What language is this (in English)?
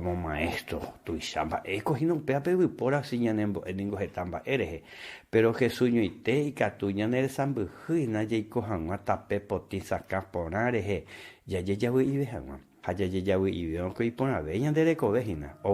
Guarani